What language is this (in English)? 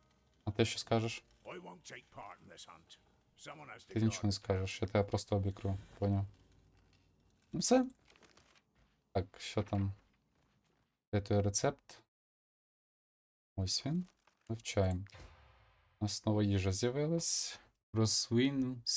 Ukrainian